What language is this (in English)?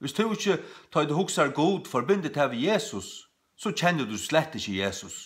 Faroese